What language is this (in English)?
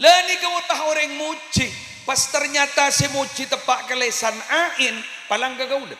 Madurese